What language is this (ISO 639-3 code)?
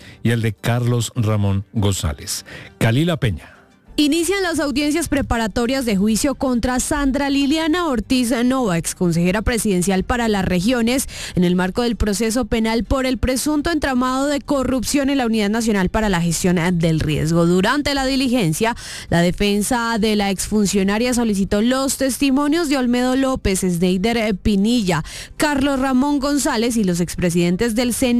spa